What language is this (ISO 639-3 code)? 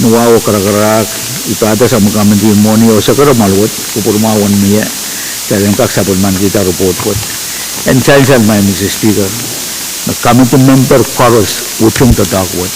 pon